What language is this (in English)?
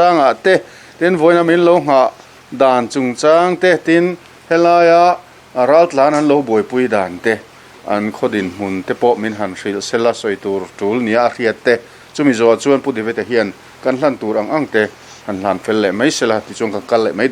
Mizo